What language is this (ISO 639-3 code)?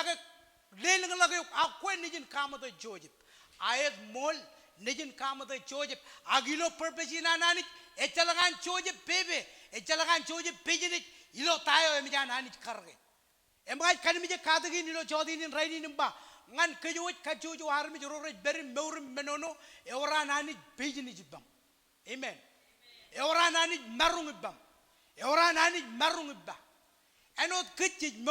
mah